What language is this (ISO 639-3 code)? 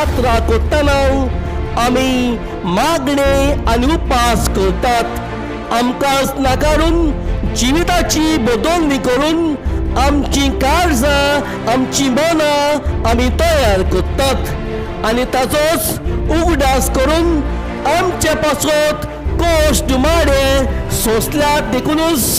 kok